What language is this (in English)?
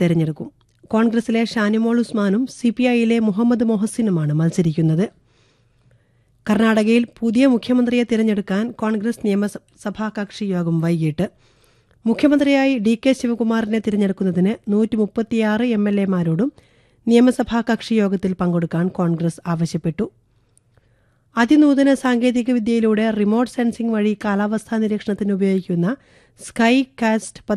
Malayalam